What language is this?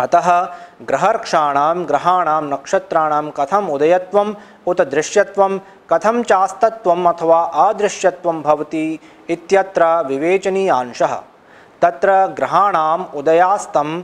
Sanskrit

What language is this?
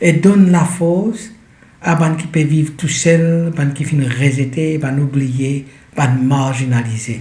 Morisyen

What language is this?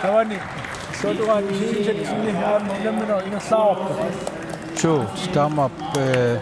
Kalaallisut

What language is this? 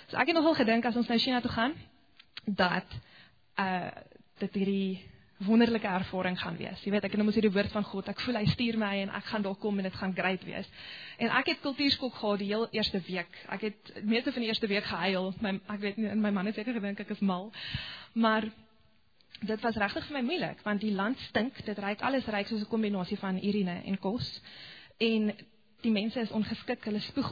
Afrikaans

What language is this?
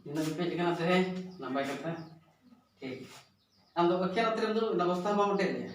Santali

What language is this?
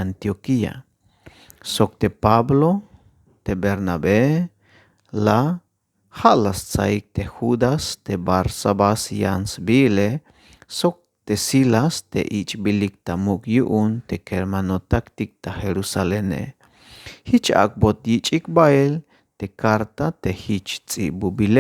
Tzeltal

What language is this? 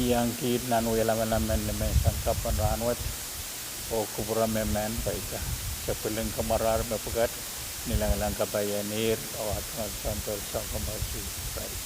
Pohnpeian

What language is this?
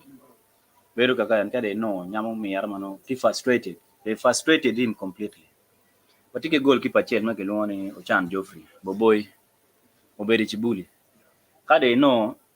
Acoli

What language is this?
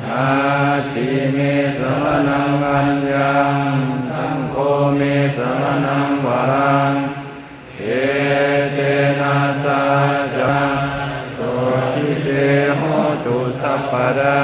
Pali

